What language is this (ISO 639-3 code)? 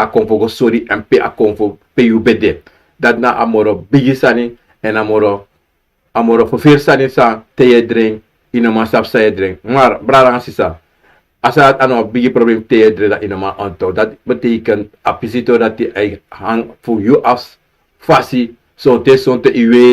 srn